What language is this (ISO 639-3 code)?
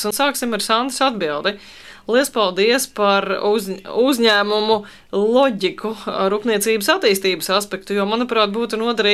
lav